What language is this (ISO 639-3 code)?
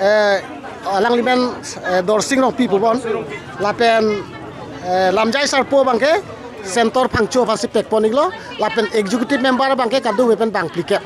mjw